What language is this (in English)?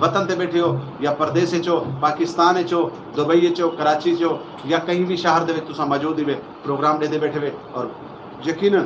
Saraiki